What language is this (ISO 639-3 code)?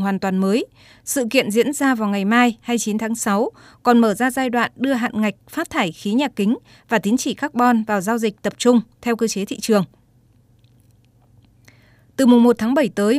vie